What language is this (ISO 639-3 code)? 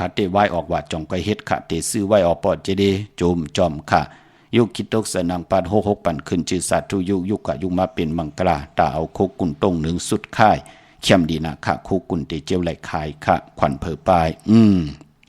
shn